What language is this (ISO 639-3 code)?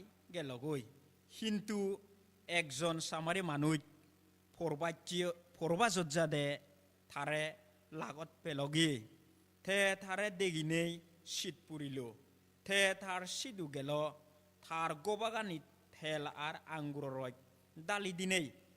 ccp